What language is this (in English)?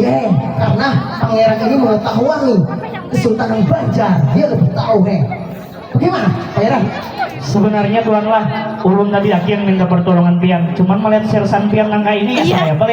Banjar